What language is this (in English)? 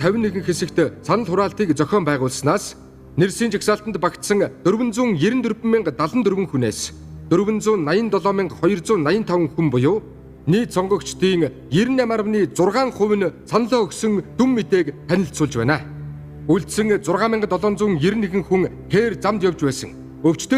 Mongolian